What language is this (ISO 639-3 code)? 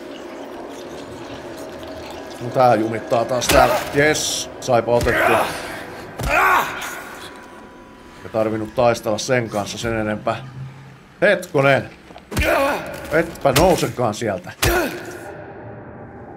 fin